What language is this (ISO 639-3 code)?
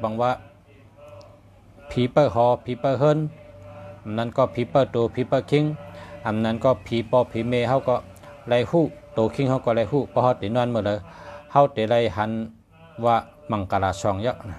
shn